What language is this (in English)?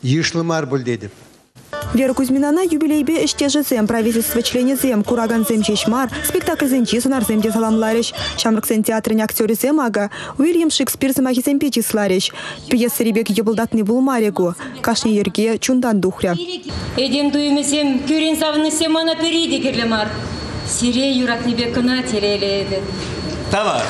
Chuvash